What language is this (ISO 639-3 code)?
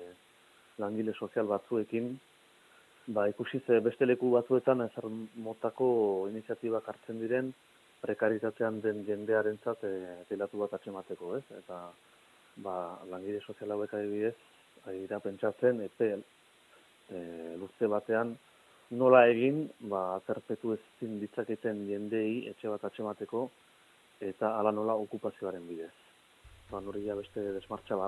eus